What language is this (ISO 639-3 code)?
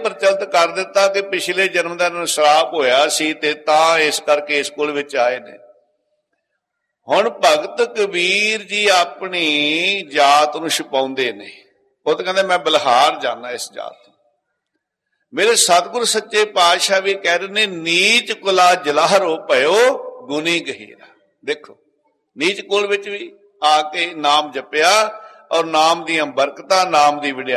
pan